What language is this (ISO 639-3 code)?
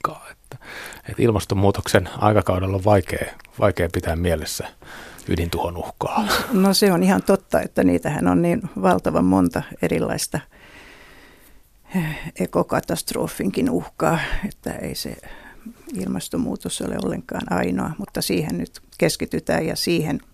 fin